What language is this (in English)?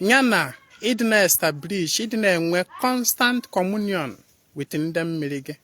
Igbo